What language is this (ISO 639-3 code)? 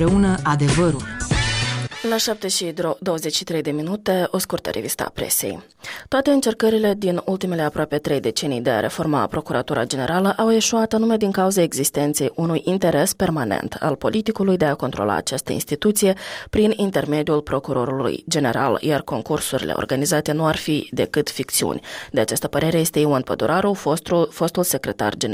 ron